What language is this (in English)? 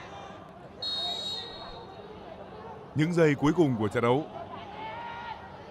Vietnamese